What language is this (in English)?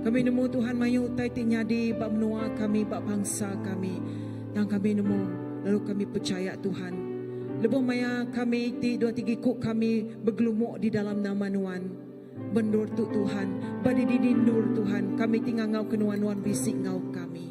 Iban